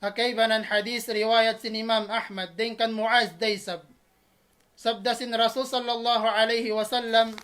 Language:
Tausug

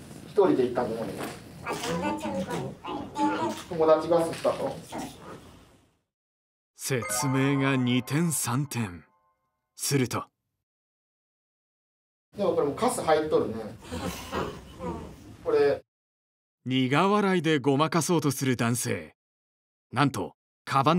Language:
Japanese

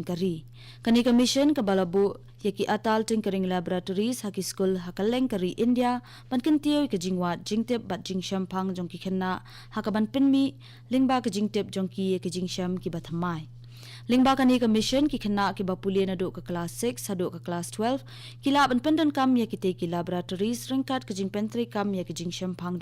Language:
Khasi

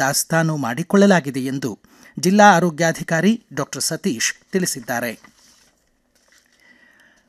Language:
Kannada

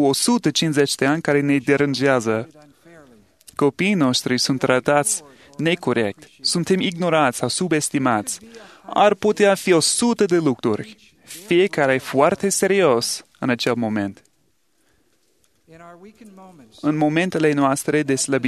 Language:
Romanian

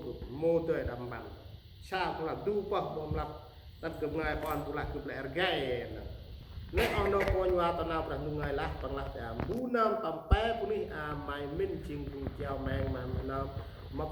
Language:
Central Mnong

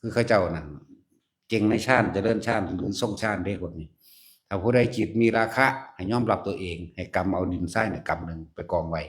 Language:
Northeastern Thai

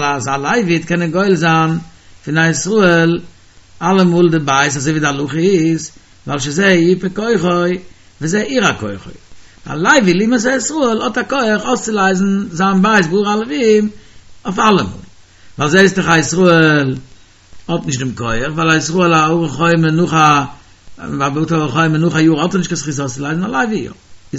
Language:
Yiddish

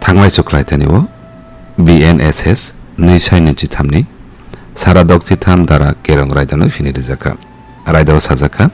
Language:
Kok Borok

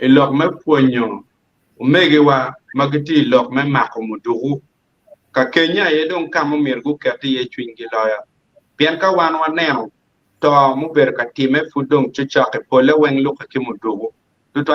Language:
Acoli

